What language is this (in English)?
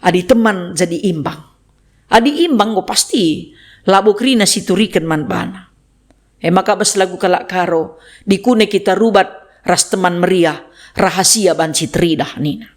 Batak Karo